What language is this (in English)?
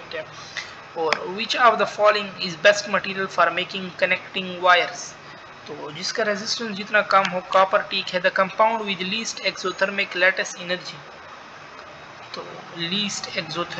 Hindi